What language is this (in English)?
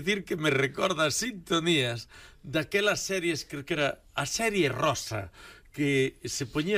Galician